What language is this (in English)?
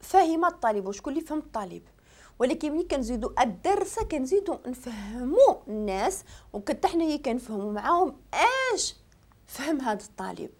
Moroccan Arabic